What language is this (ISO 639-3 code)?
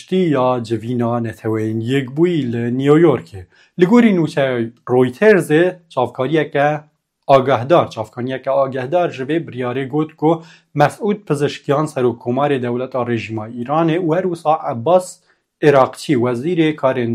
kur